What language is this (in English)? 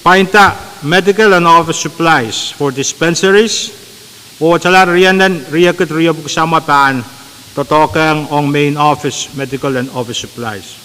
Pohnpeian